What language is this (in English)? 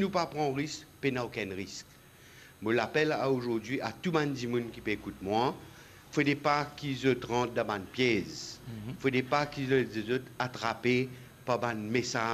Morisyen